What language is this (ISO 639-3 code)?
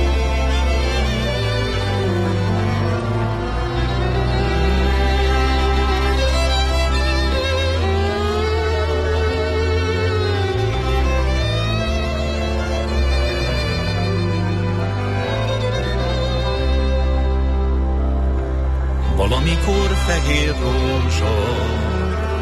hun